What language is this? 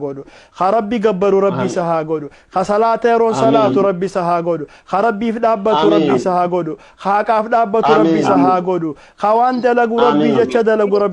Oromo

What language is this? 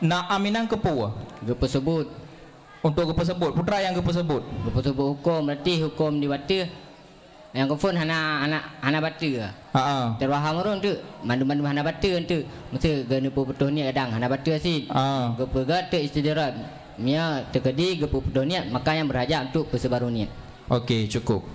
Achinese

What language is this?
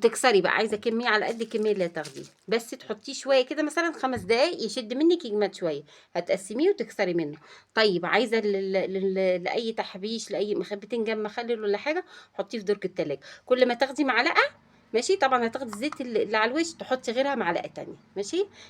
Egyptian Arabic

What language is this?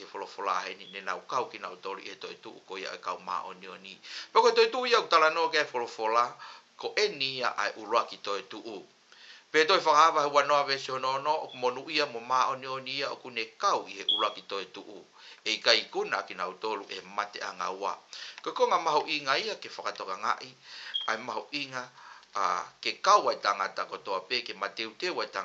Tongan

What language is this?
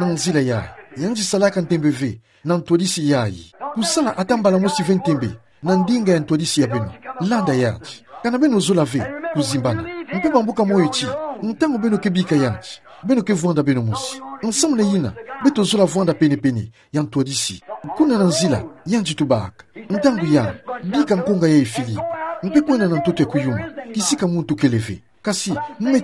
Kituba (Democratic Republic of Congo)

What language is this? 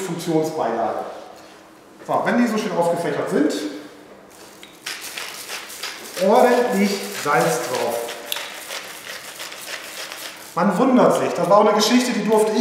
German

